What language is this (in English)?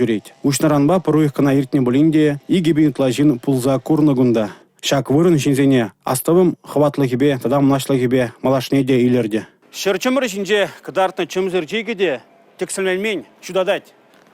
Chuvash